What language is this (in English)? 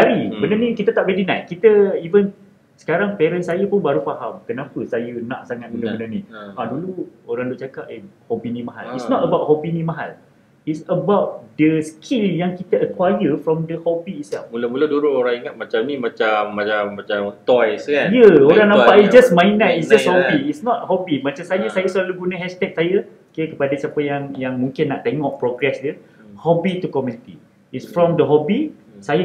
Malay